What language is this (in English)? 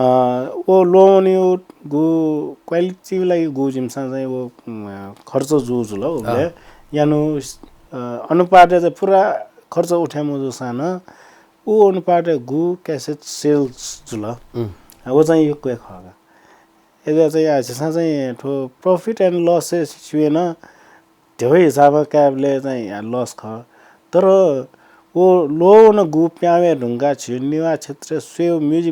Newari